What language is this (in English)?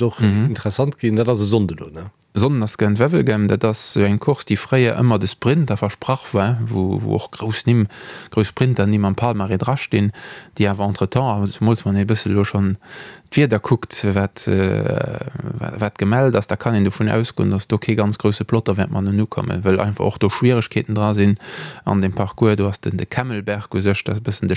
Luxembourgish